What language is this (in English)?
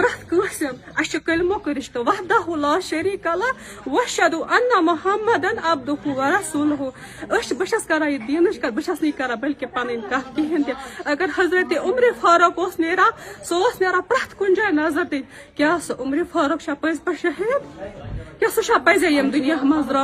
Kashmiri